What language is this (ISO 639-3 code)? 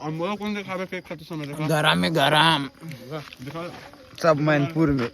hne